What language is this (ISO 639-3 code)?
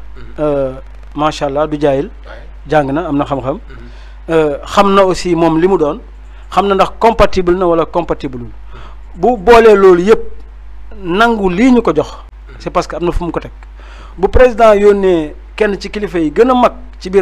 wol